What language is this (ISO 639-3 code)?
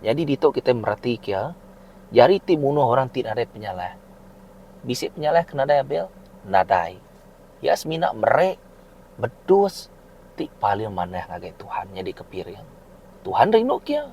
iba